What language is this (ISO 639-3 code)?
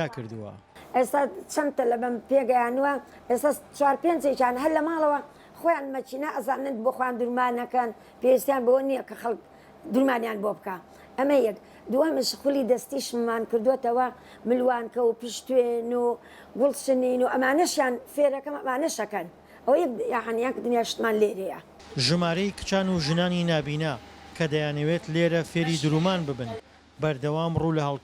ckb